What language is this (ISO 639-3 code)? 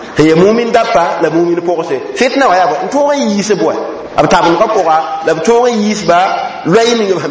mos